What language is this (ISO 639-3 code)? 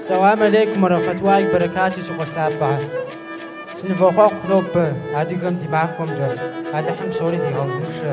kbd